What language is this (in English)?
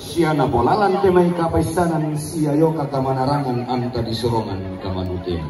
Toraja-Sa'dan